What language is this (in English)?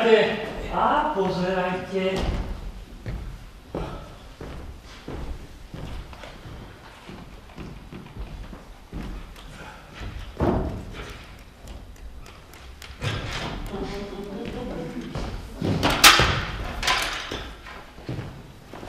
Slovak